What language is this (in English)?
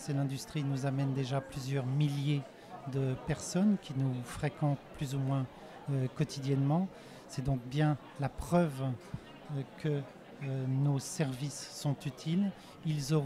French